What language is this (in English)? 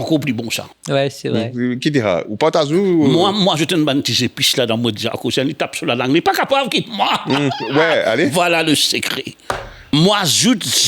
Morisyen